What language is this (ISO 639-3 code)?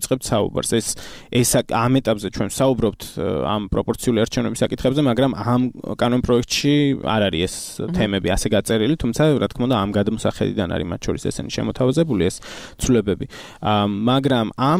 kat